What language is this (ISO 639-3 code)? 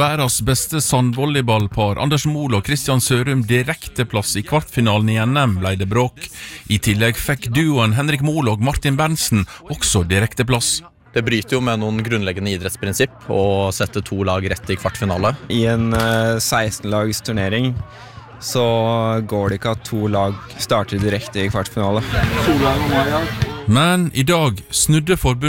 nor